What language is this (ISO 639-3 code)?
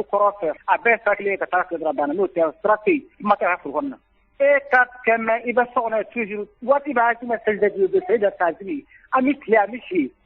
bam